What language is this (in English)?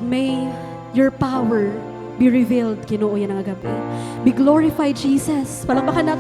Waray